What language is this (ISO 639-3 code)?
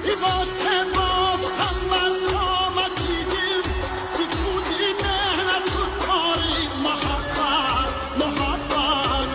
tgk